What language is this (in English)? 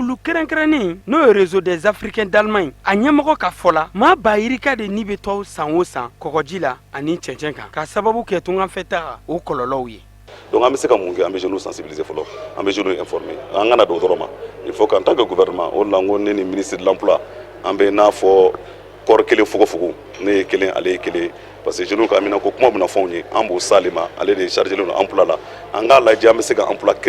Bambara